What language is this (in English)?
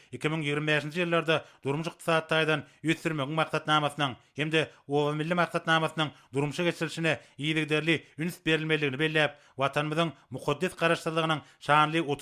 Turkmen